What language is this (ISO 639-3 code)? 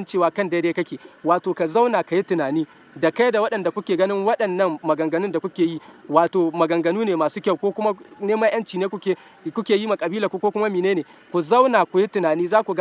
hau